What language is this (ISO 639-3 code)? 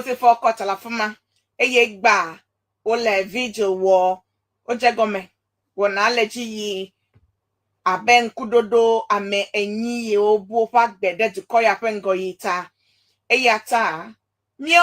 ewe